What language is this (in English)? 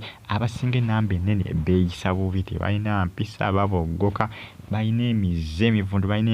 Ganda